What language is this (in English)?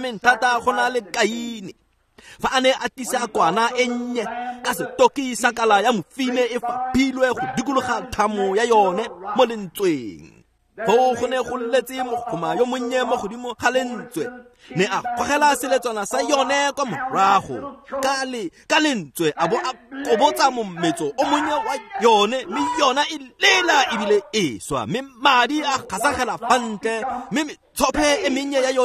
Tswana